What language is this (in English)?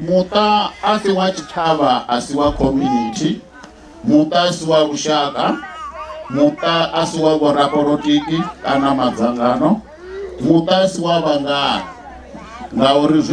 Venda